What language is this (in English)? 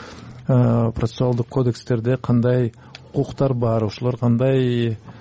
Kyrgyz